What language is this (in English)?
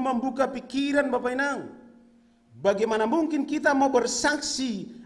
Batak Simalungun